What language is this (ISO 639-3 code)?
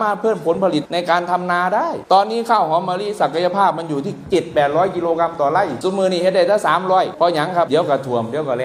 tts